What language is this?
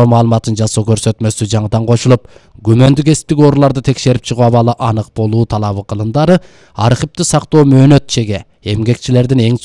Kyrgyz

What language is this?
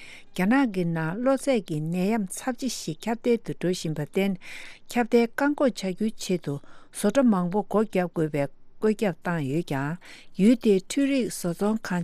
Tibetan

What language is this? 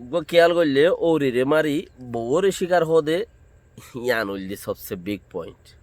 Rohingya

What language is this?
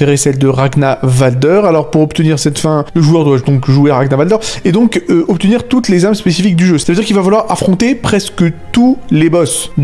French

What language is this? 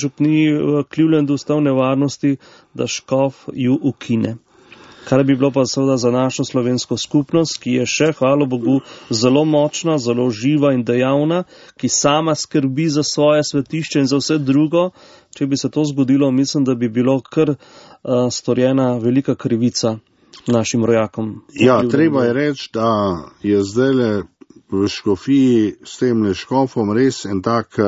Slovenian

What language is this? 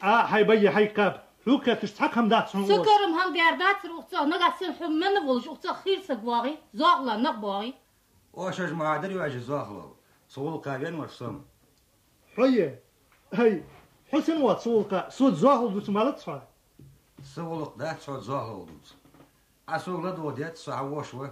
Ingush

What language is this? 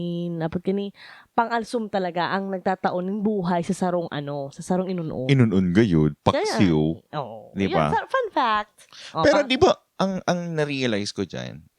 Bikol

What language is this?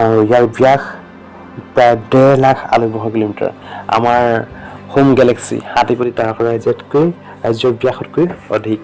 Assamese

